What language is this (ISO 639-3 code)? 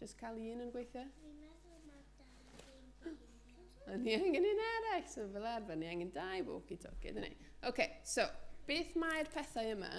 cym